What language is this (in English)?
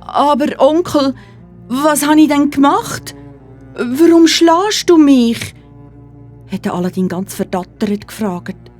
Swiss German